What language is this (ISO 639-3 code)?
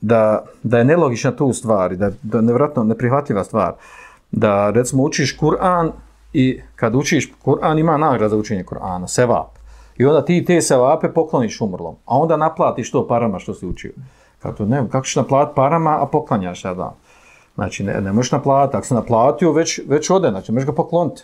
bos